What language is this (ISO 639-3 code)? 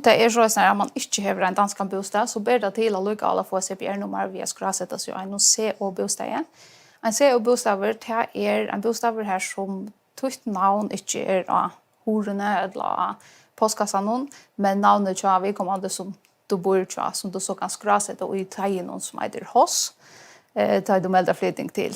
fao